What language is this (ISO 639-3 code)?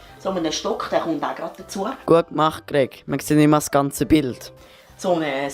gsw